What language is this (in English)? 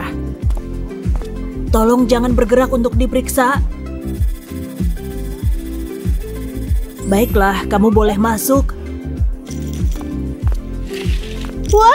Indonesian